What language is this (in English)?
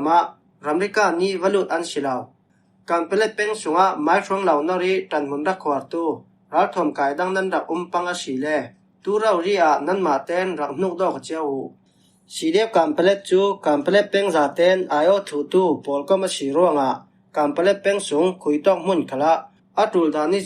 Falam Chin